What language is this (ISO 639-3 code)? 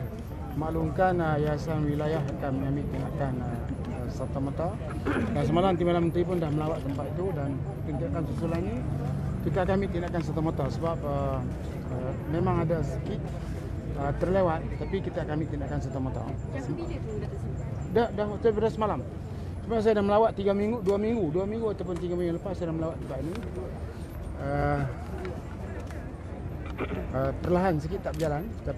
msa